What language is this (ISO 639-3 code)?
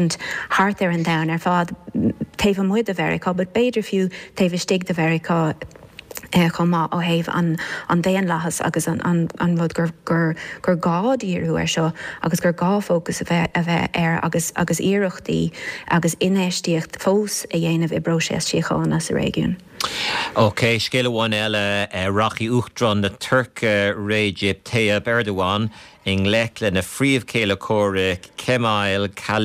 gle